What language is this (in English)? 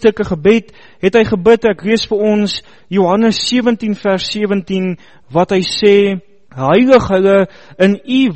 Afrikaans